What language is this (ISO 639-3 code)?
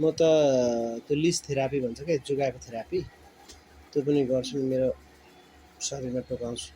nep